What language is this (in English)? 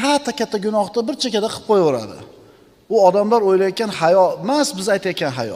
Uzbek